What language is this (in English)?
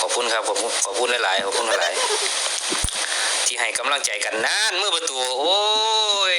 Northeastern Thai